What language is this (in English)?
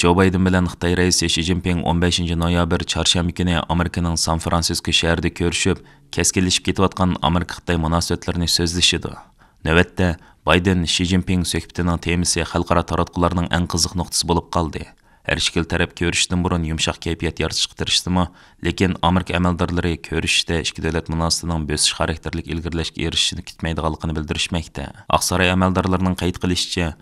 Uyghur